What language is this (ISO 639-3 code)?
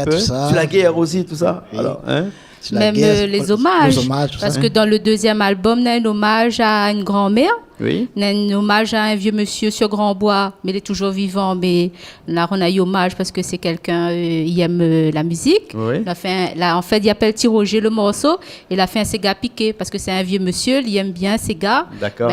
rcf